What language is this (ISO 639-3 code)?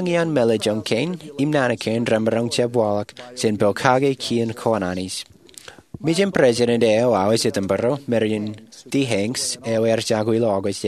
mah